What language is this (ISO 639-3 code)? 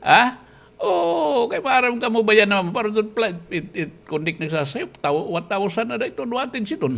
war